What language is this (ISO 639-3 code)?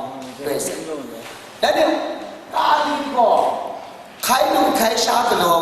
kac